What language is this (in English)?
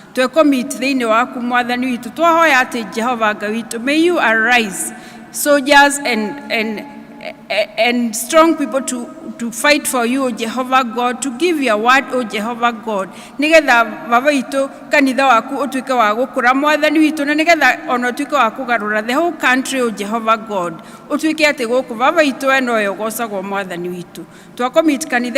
Kikuyu